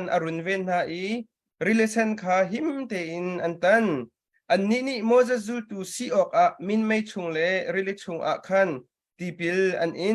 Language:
Hakha Chin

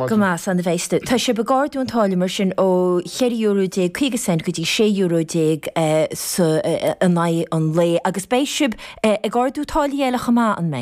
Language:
Irish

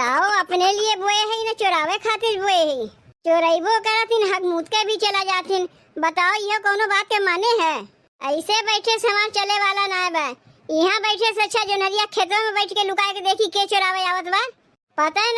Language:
Awadhi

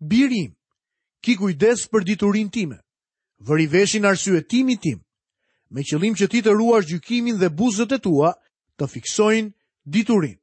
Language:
Albanian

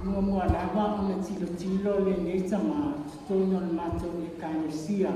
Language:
Samoan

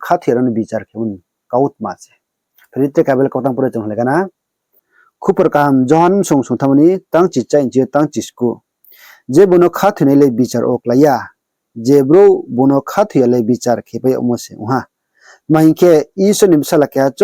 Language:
Riang (India)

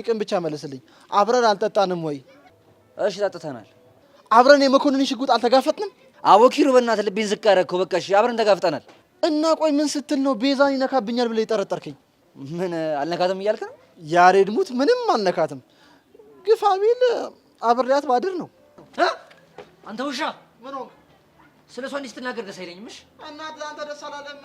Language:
Amharic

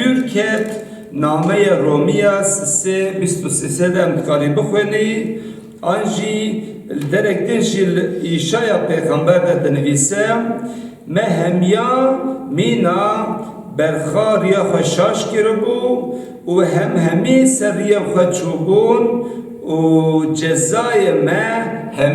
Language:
Kurdish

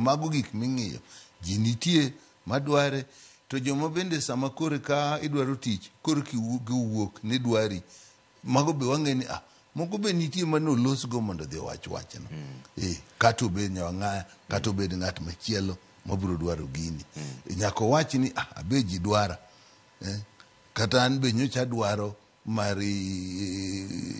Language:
Luo (Kenya and Tanzania)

